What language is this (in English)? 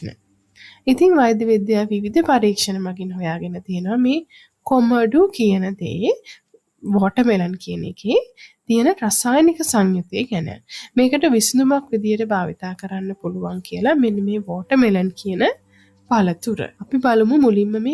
Sinhala